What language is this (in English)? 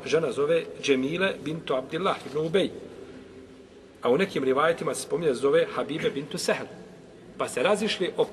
Bosnian